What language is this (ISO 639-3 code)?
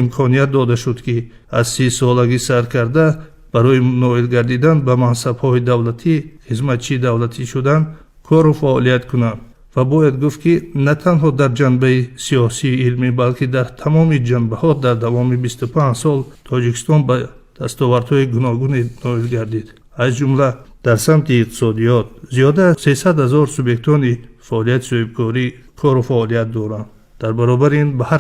tgk